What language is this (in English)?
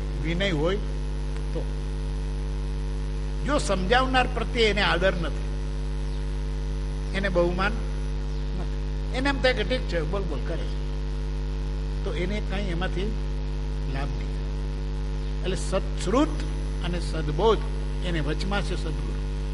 Gujarati